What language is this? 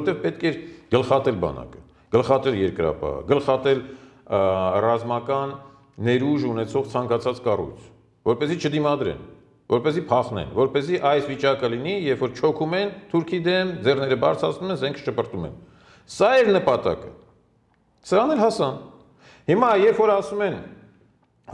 Armenian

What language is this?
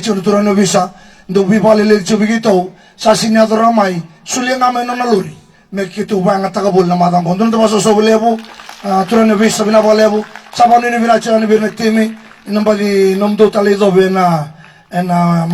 Fijian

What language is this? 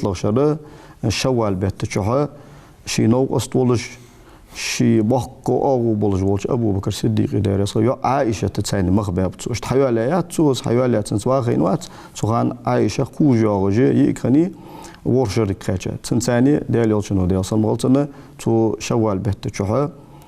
Ingush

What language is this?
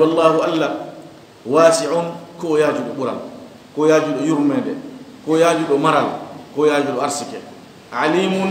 Fula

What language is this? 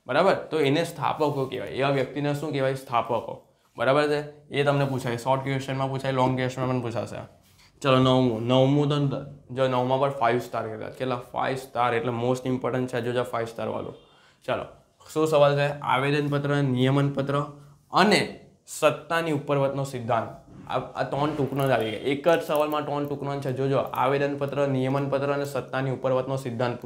Gujarati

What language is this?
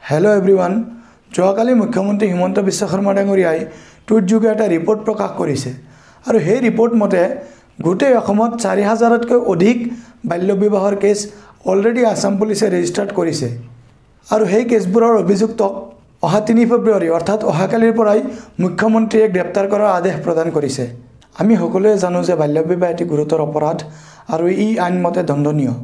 Assamese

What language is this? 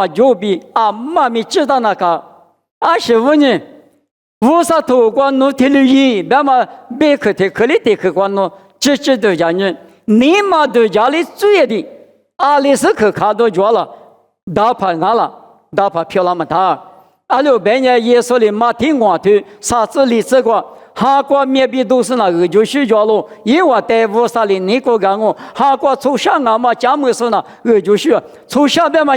Lisu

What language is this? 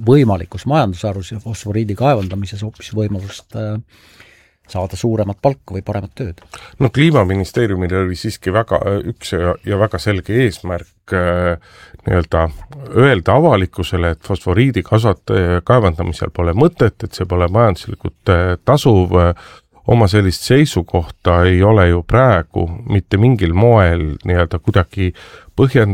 Estonian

